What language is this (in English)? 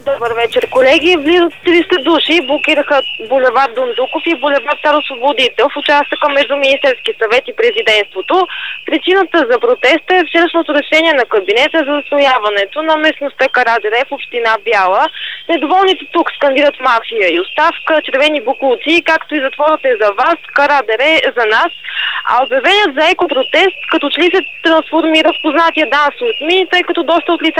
Bulgarian